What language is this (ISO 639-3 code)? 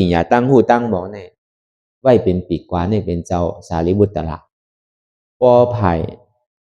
shn